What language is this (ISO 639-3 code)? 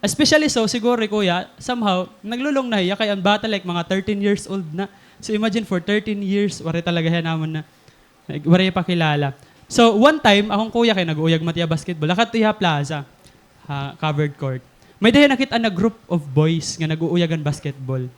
war